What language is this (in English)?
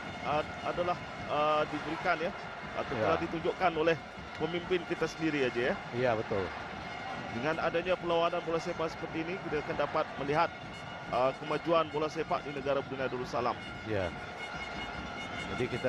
Malay